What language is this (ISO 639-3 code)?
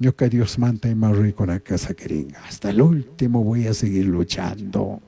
qug